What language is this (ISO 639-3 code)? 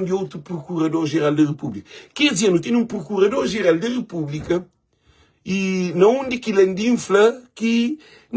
kea